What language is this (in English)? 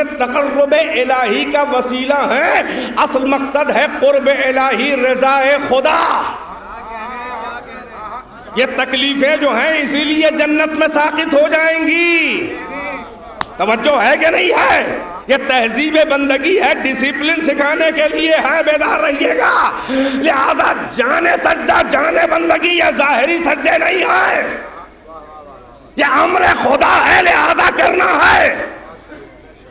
Urdu